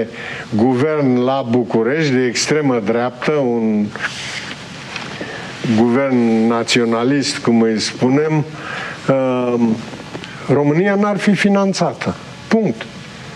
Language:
Romanian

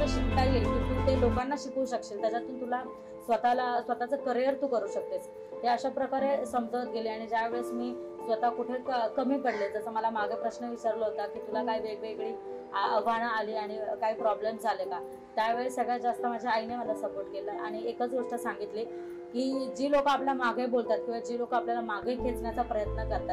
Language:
Marathi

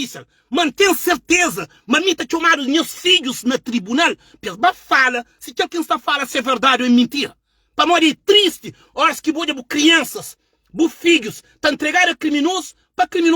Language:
Kabuverdianu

